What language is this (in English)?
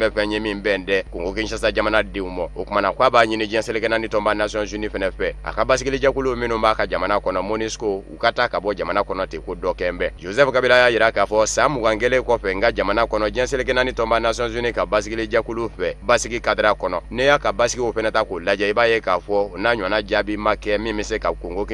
Bambara